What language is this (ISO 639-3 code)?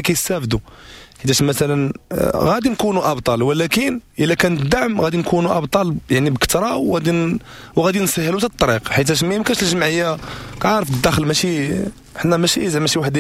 ary